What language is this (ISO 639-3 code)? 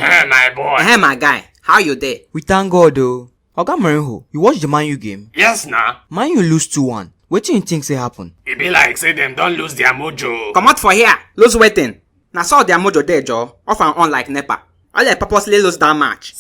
pcm